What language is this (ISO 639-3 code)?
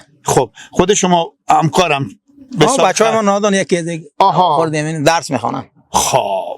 fas